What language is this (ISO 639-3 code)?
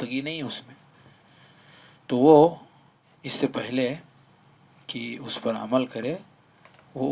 urd